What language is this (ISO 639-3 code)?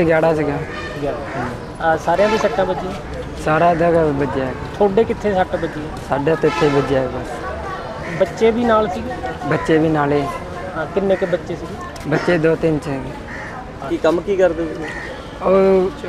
pan